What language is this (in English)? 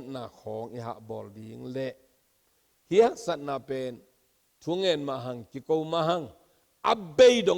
Tedim Chin